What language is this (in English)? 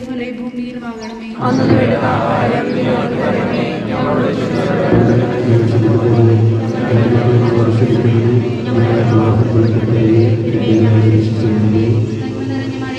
Malayalam